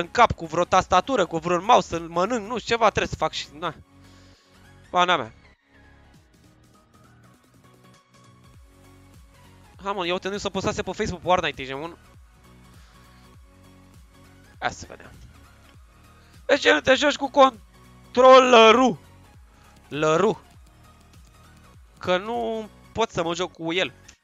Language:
Romanian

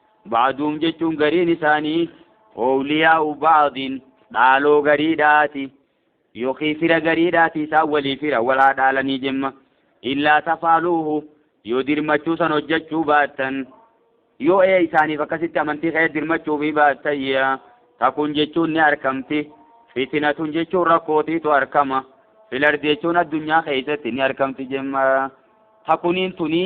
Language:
Oromo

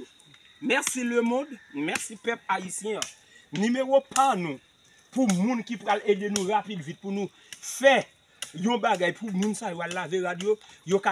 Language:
Haitian Creole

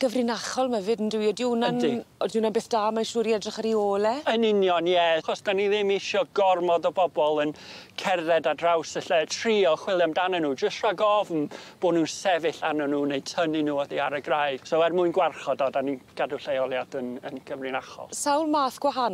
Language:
Welsh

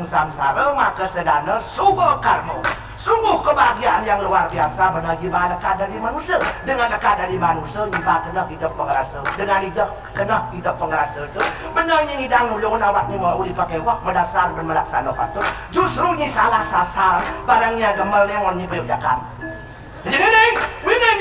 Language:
Balinese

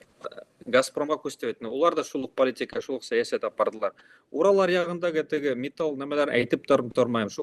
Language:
Bashkir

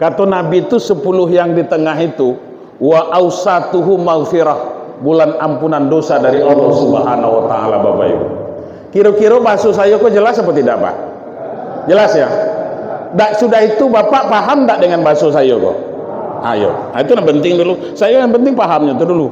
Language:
Minangkabau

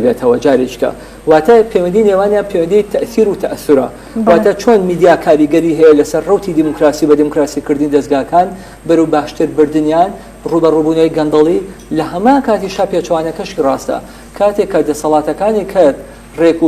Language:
Central Kurdish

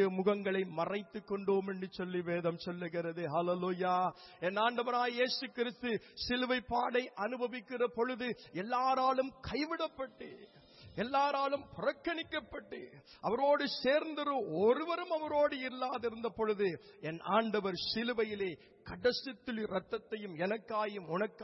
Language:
Tamil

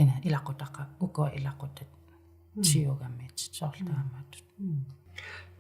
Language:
Kalaallisut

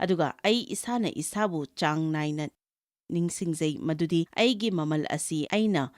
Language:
Manipuri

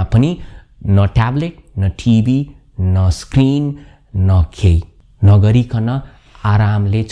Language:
Nepali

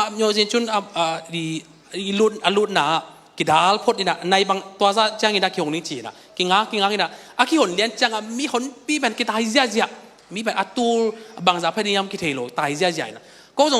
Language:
Tedim Chin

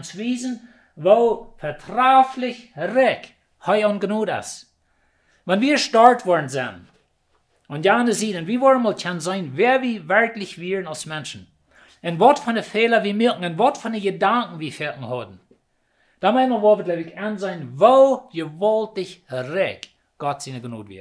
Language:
Plautdietsch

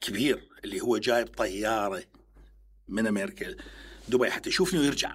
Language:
Mesopotamian Arabic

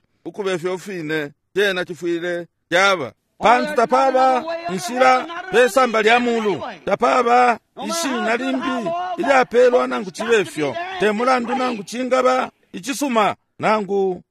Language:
Bemba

